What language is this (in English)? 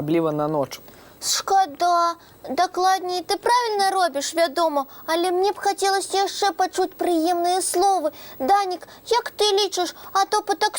Belarusian